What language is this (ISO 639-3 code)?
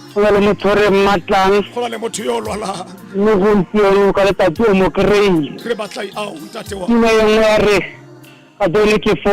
tsn